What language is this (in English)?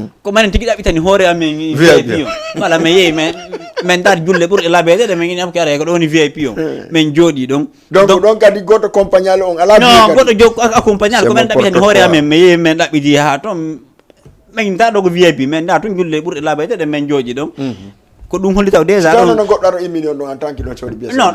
Fula